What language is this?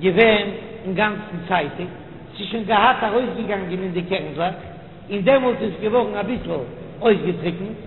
Yiddish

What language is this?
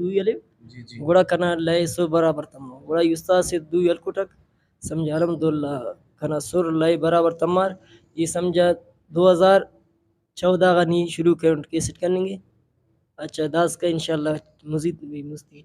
Brahui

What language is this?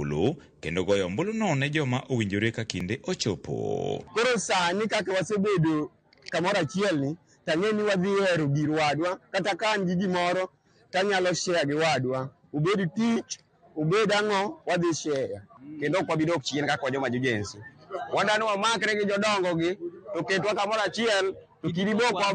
Luo (Kenya and Tanzania)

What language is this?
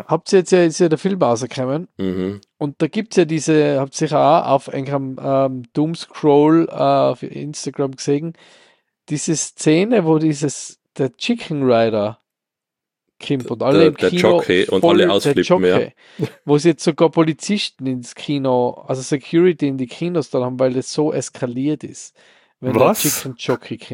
German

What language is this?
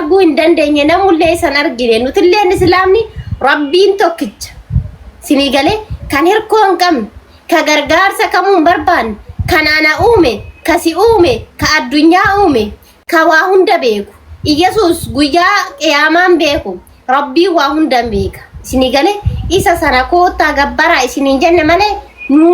Oromo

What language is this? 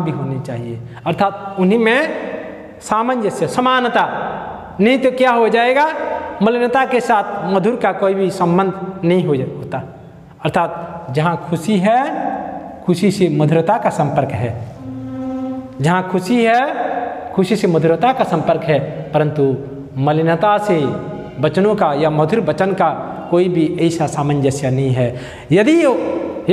Hindi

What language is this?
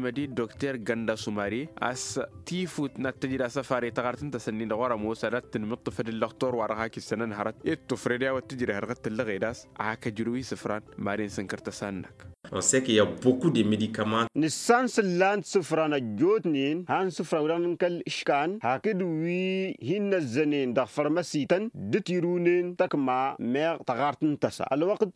Tamasheq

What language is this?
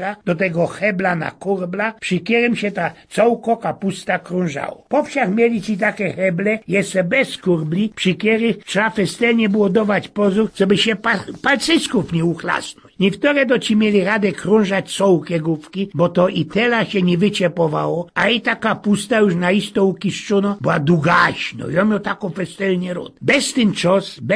Silesian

